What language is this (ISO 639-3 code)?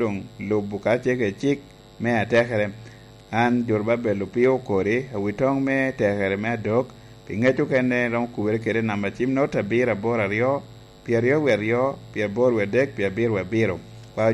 laj